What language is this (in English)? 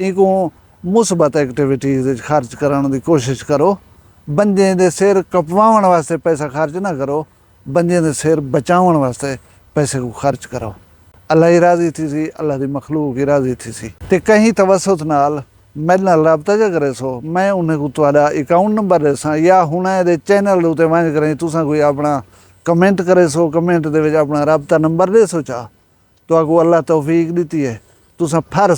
Saraiki